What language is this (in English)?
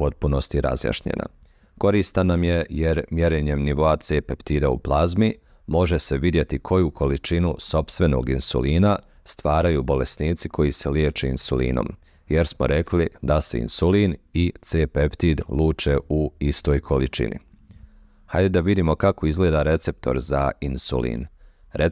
Bosnian